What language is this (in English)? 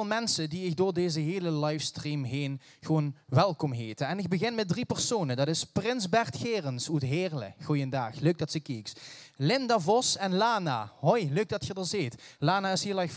Limburgish